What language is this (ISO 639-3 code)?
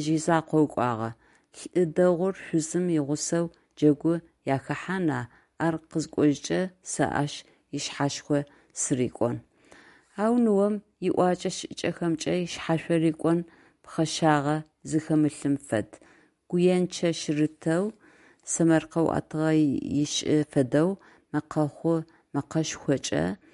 ady